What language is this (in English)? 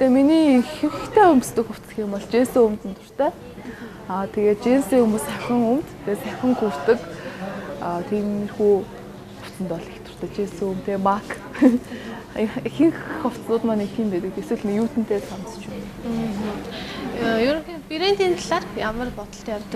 Mongolian